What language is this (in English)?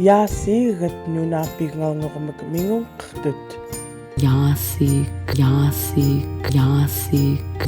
Central Yupik